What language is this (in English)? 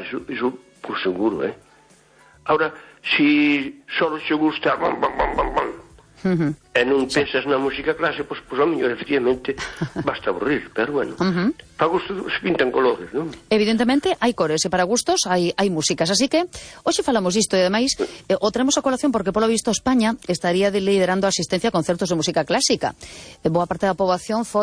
Galician